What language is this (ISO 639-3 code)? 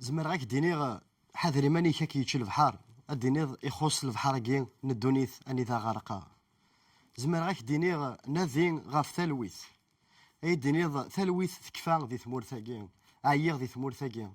kab